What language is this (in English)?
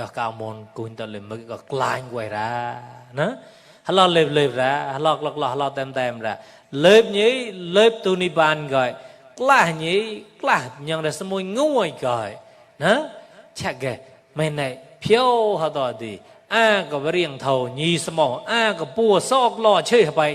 Mon